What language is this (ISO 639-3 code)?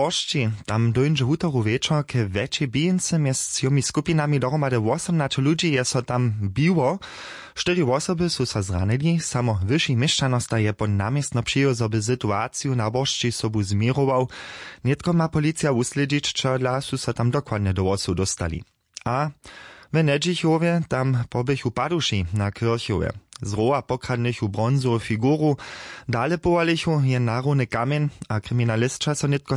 hsb